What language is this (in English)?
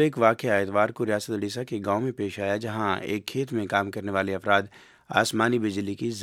Urdu